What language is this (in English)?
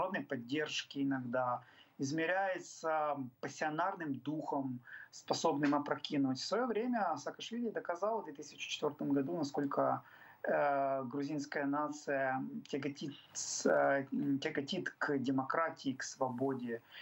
Russian